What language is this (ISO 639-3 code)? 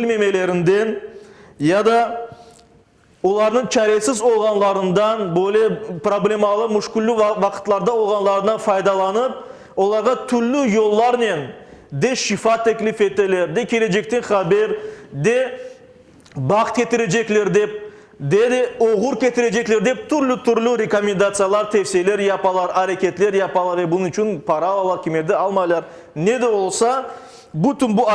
crh